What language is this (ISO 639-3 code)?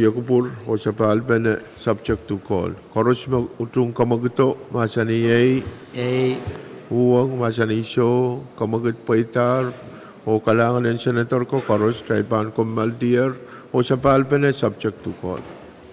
pon